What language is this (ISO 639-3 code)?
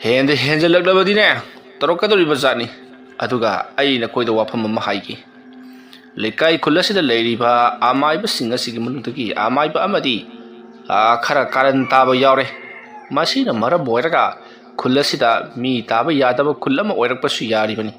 mni